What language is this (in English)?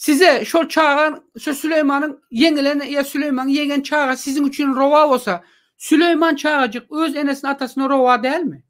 Turkmen